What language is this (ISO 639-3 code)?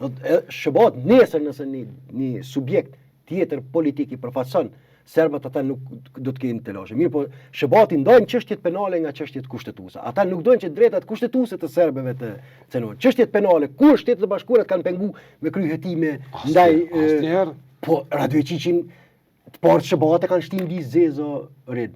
sqi